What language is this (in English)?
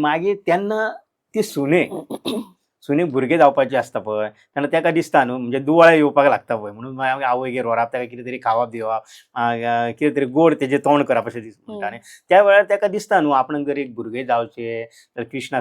Konkani